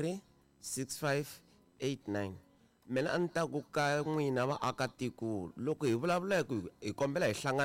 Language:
Tsonga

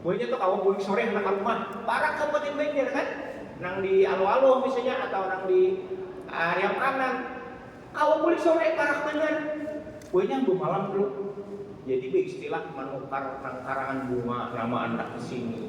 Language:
Banjar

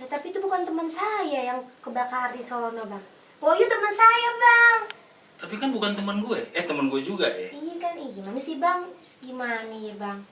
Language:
Betawi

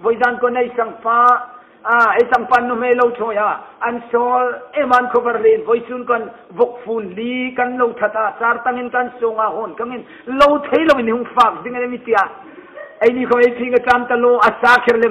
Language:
Hmar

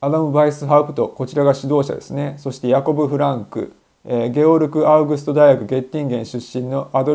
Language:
Japanese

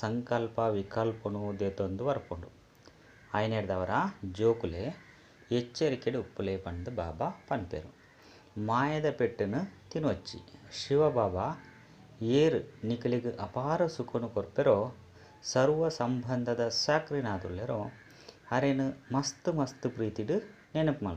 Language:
Tulu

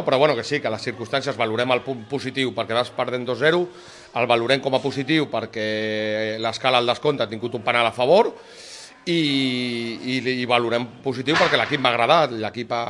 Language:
Catalan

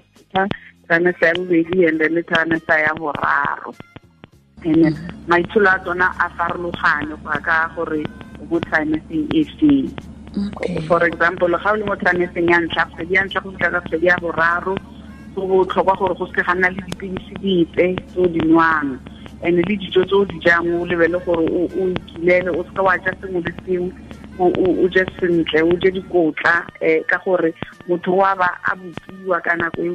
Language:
Tswana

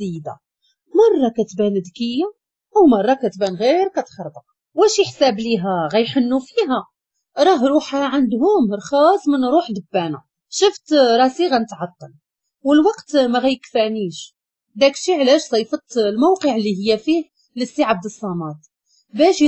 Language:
Moroccan Arabic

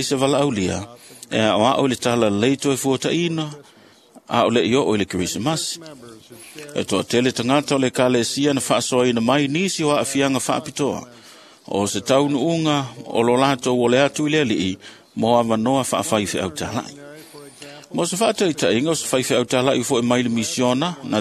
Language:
Samoan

